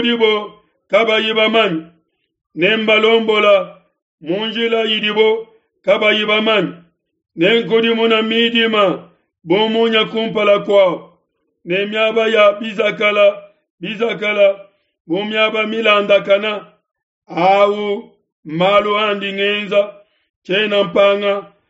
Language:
Luba-Lulua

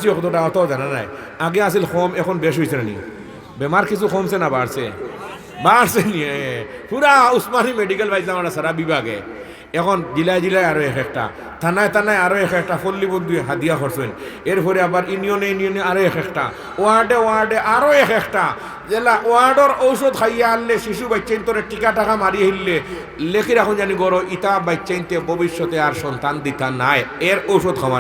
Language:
Sylheti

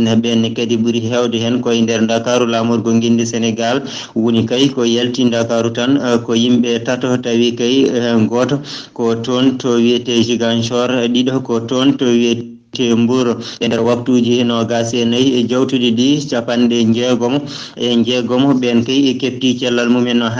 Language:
Fula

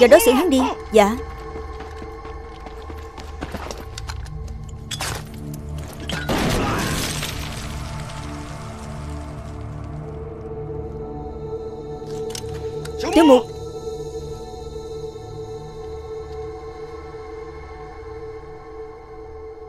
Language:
Vietnamese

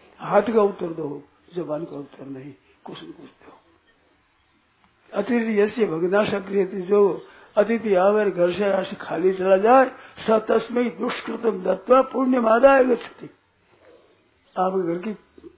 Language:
Hindi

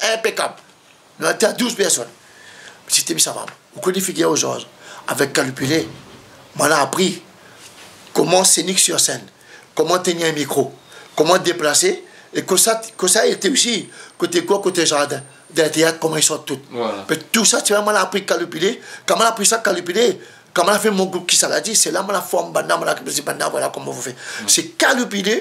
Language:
Réunion Creole French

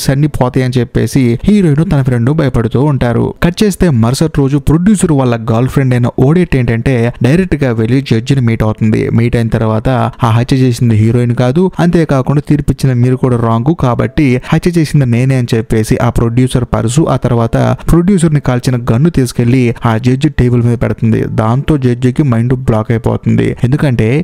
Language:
Telugu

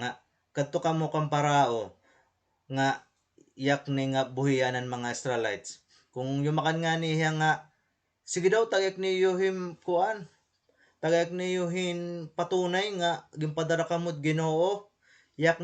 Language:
Waray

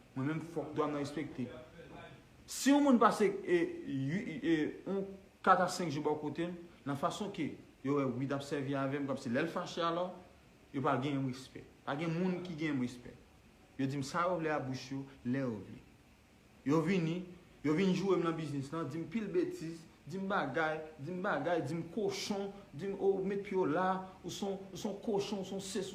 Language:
Haitian Creole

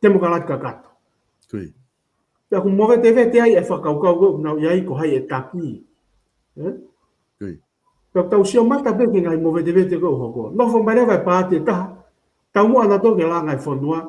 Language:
Tongan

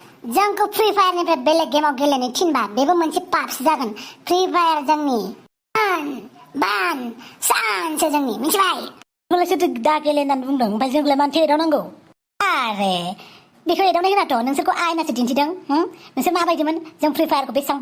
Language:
Bodo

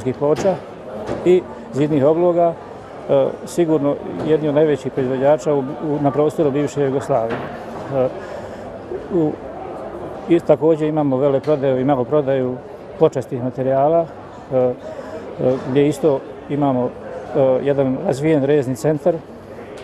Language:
Bosnian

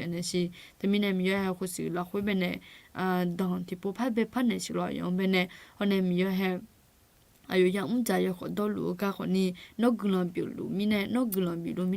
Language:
Akha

